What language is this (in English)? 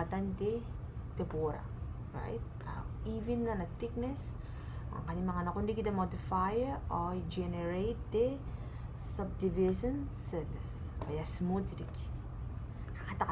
Gilbertese